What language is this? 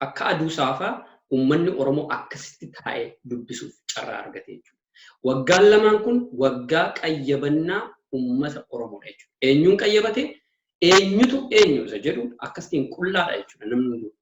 Oromo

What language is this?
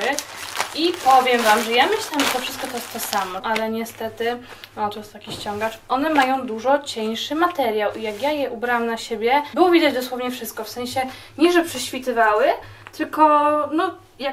Polish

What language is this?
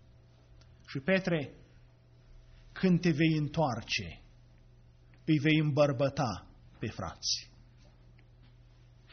Romanian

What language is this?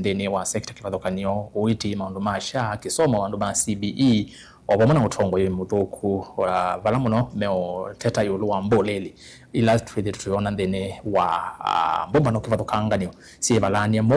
Kamba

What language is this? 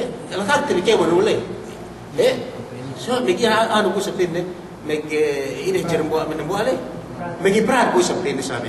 Yakan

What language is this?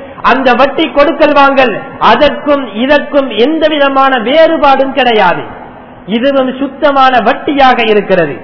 Tamil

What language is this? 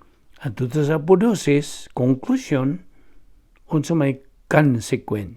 Cebuano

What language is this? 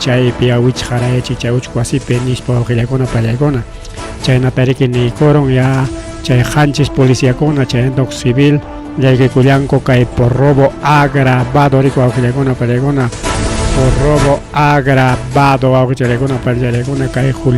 Ayacucho Quechua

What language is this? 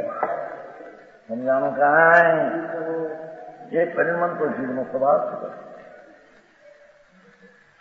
Gujarati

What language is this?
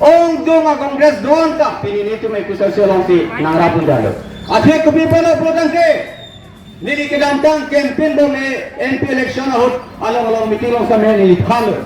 Karbi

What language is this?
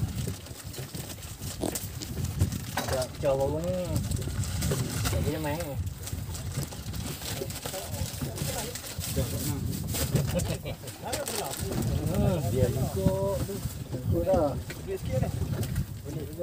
Malay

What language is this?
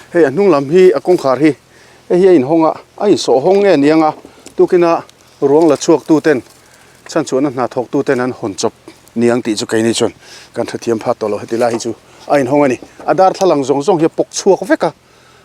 Mizo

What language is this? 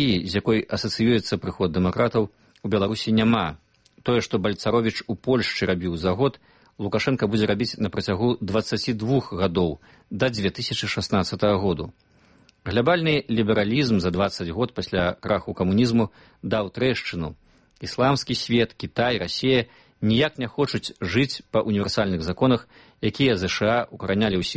Belarusian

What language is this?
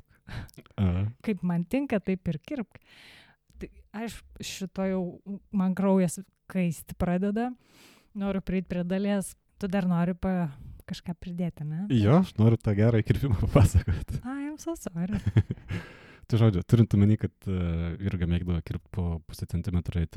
Lithuanian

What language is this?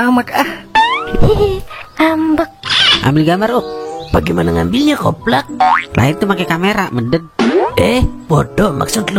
Betawi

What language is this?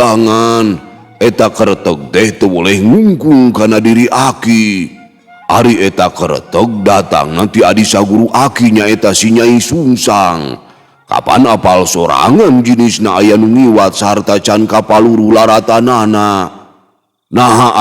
Sundanese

